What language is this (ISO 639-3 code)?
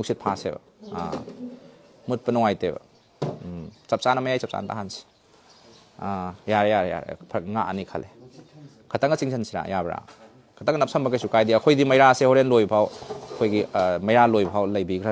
mni